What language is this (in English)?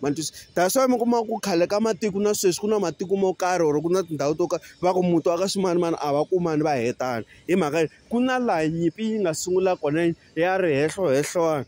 Tsonga